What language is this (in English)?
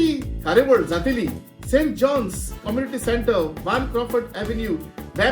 Konkani